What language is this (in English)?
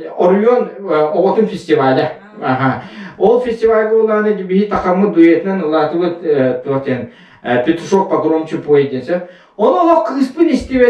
Yakut